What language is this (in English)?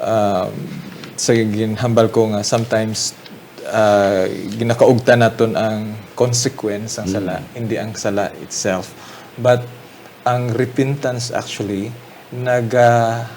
Hiligaynon